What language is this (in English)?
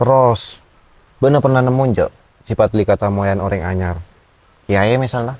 Madurese